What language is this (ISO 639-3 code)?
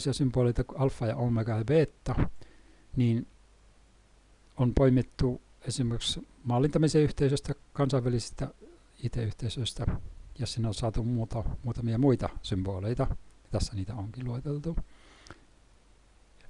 fin